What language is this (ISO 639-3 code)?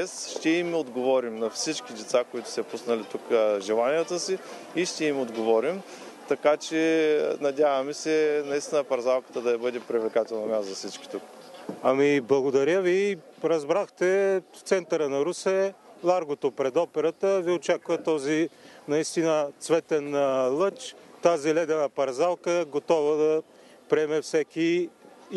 bul